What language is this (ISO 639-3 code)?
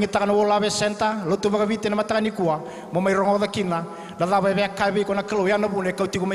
fij